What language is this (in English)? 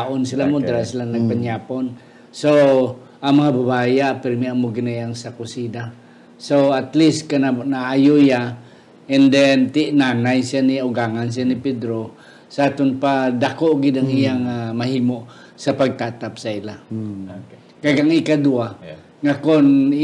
Hiligaynon